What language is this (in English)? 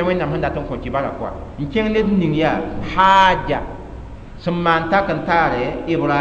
Mossi